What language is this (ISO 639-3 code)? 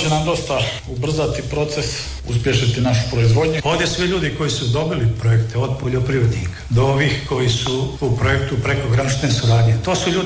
hrv